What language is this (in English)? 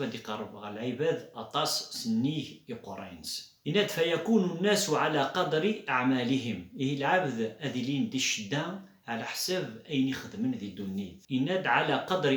Kabyle